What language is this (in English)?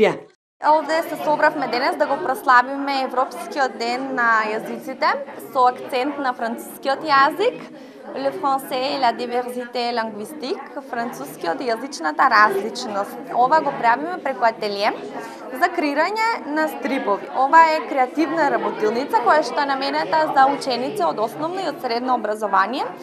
Macedonian